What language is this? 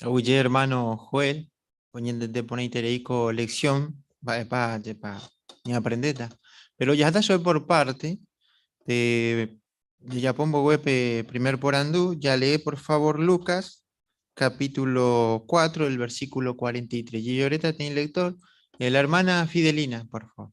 Guarani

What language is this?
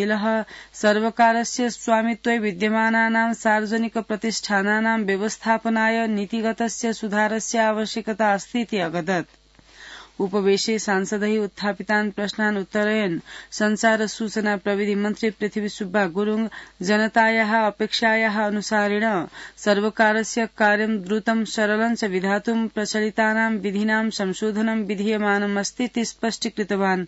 Sanskrit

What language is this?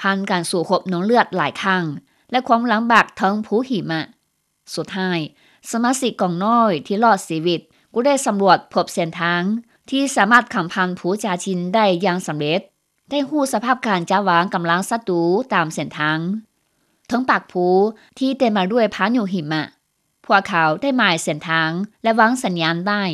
Lao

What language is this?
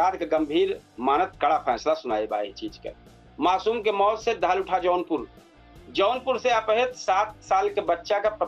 Awadhi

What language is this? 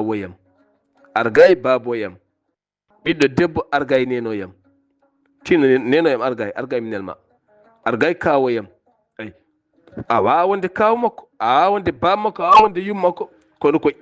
Fula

